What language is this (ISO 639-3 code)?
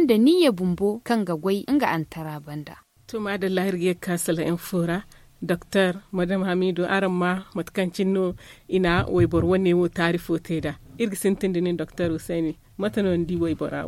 dje